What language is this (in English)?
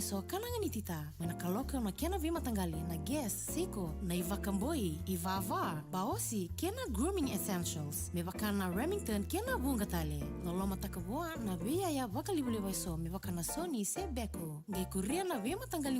Fijian